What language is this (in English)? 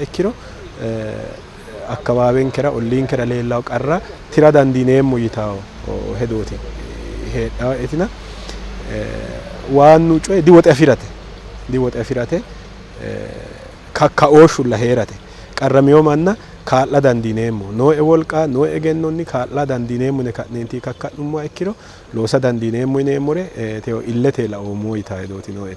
Sidamo